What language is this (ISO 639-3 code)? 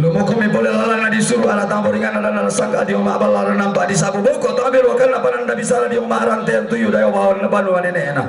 sda